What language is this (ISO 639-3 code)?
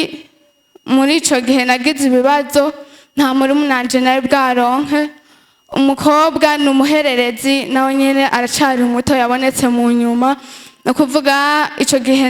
run